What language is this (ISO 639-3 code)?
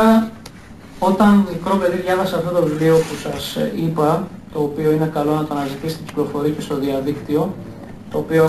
ell